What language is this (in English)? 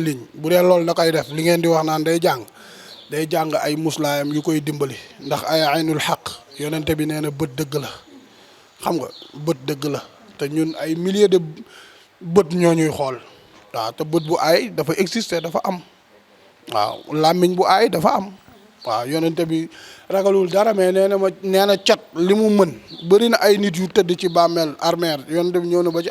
Wolof